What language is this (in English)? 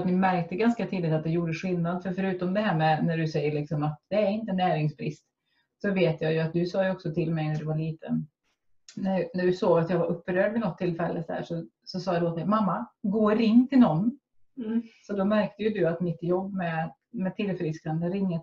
Swedish